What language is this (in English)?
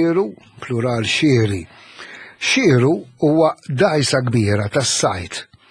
Maltese